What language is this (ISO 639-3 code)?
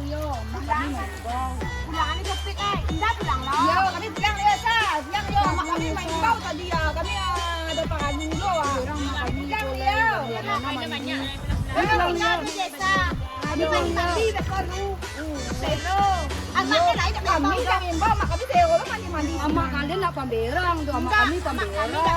min